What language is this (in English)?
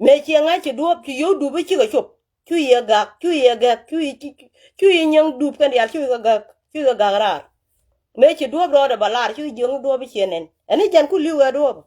Nuer